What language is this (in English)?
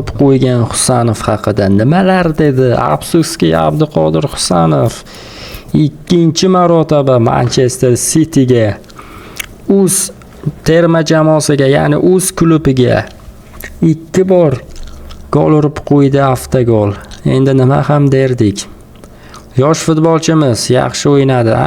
Uzbek